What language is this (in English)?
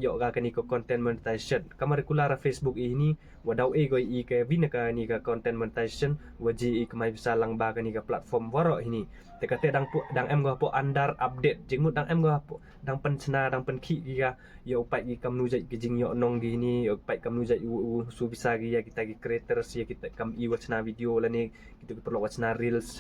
Khasi